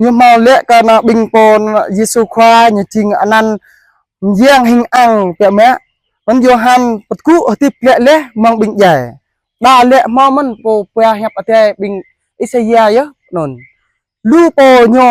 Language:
Jarai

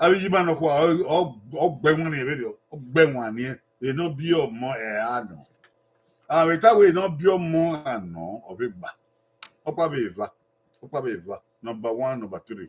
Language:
Bini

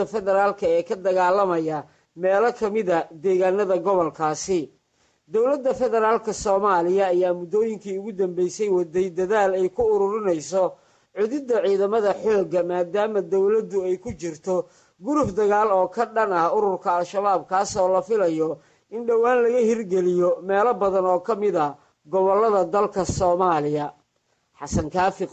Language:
Somali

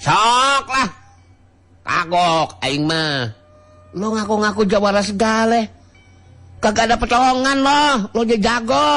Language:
Sundanese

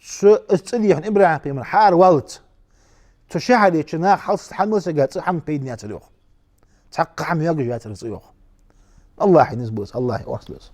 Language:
Ingush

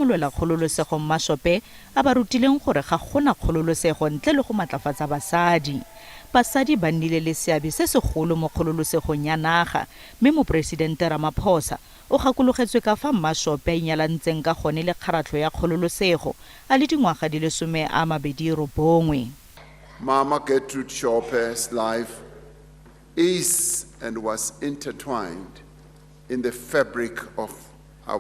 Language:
Tswana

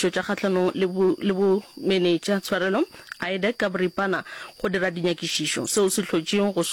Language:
Northern Sotho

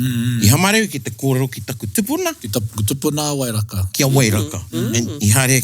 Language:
Māori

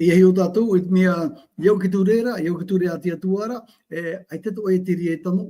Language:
Tahitian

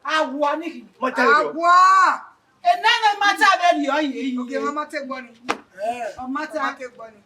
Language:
Bini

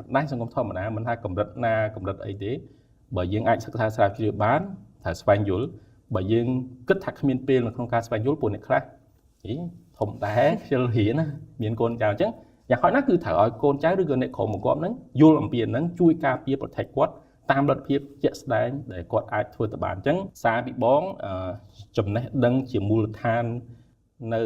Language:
Khmer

